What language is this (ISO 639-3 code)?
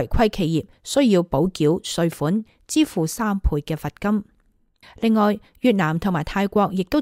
yue